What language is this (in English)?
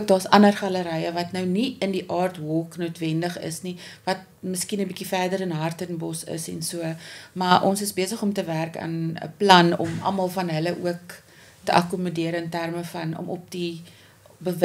Afrikaans